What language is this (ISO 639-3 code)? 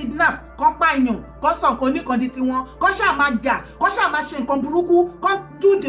yor